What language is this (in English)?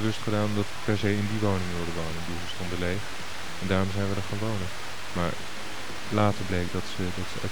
Dutch